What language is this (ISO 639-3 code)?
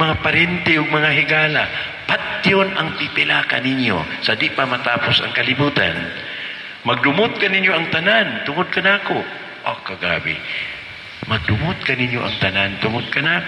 ceb